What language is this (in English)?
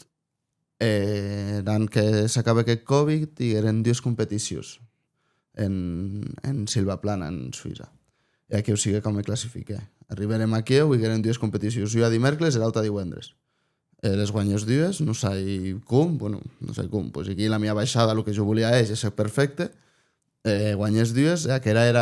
Occitan